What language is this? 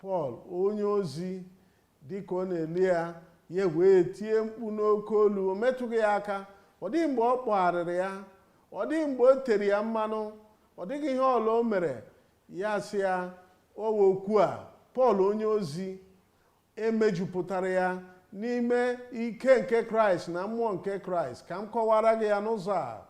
Igbo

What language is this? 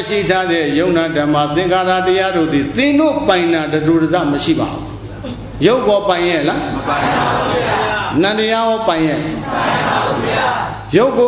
Burmese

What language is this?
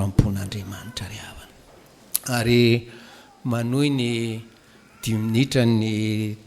Malagasy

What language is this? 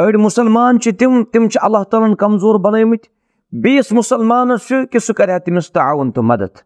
Kashmiri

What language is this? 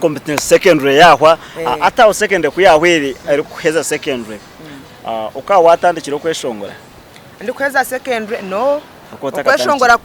Nyankole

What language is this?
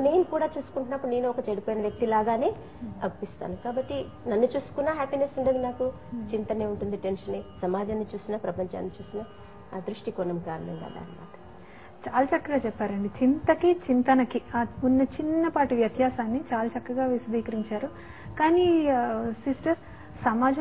Telugu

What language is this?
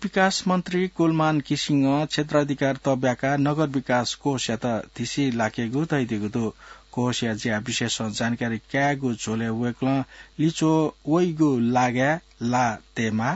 Newari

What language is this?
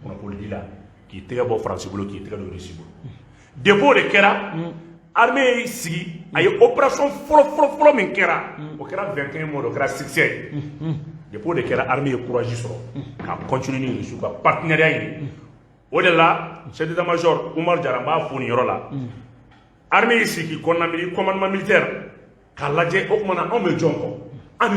Bambara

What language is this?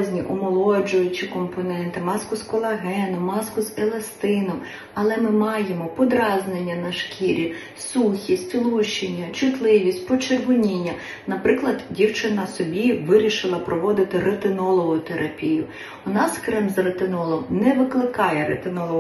Ukrainian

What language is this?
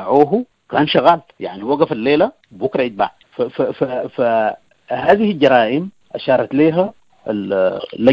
Sudanese Arabic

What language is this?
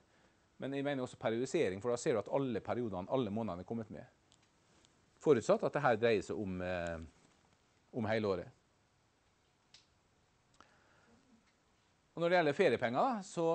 Norwegian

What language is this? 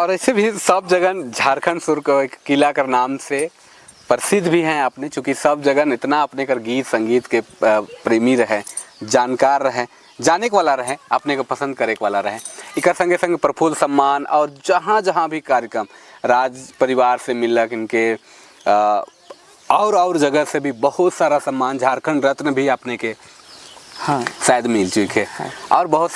Sadri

